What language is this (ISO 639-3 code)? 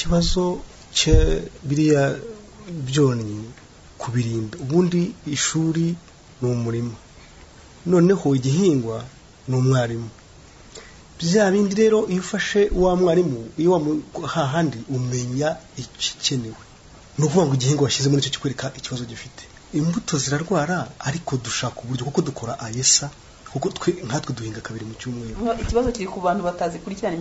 kin